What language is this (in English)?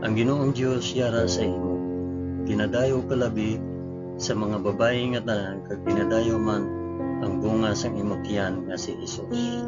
Hiligaynon